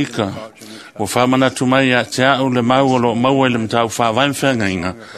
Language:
Samoan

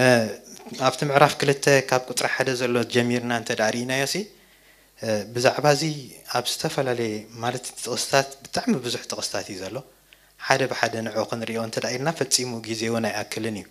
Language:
Tigrinya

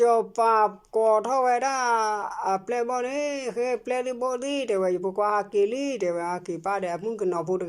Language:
S'gaw Karen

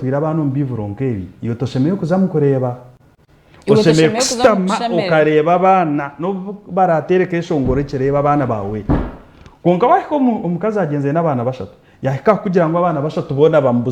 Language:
Nyankole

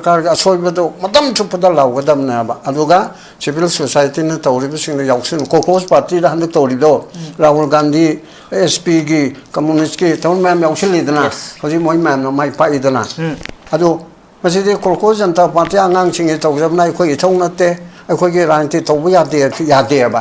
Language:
Manipuri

